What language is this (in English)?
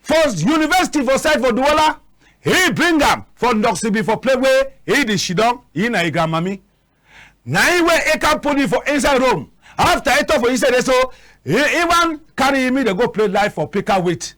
Cameroon Pidgin